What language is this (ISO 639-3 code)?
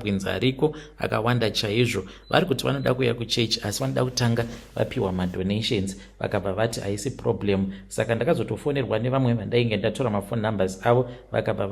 sna